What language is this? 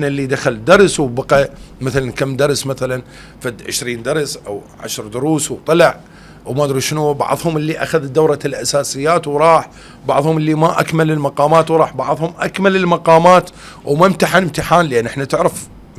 Mesopotamian Arabic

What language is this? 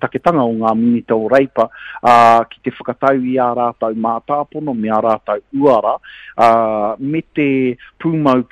Māori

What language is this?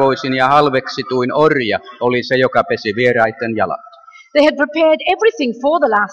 Finnish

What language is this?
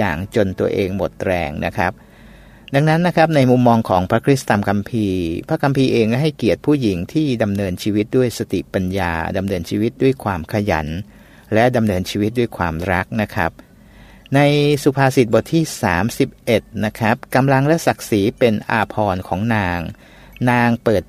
Thai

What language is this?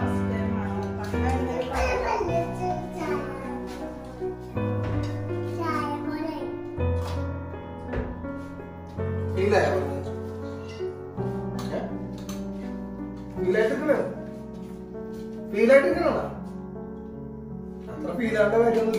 Malayalam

